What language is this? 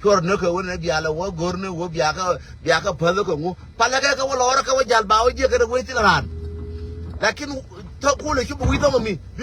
Nuer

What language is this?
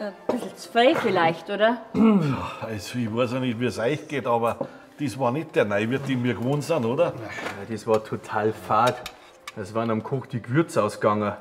Bavarian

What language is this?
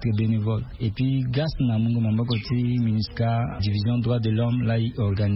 Sango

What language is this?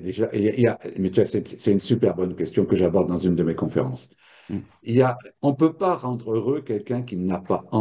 French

